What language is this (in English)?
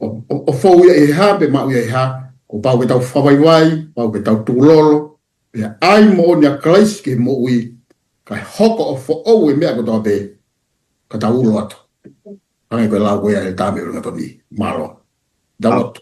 Tongan